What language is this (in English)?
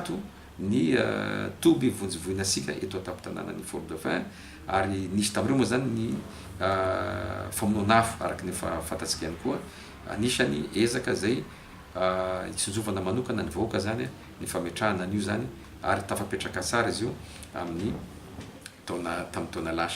Malagasy